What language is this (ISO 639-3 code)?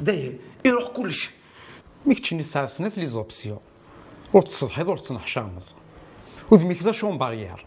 kab